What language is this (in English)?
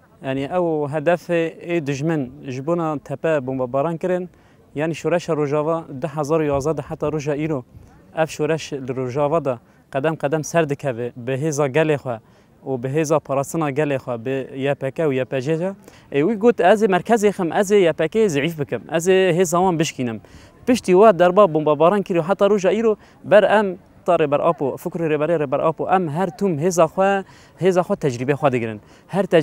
Kurdish